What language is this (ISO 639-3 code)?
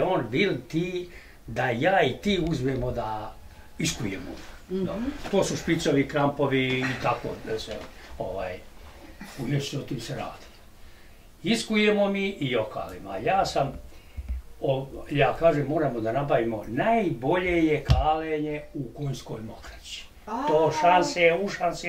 bos